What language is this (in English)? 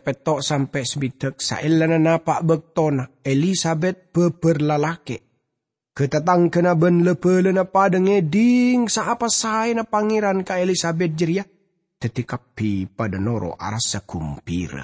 Madurese